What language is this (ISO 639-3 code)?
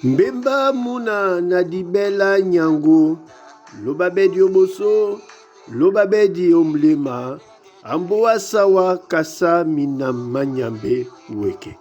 dua